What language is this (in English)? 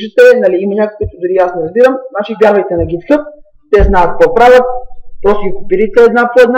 Bulgarian